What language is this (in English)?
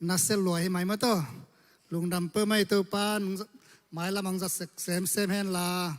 Tedim Chin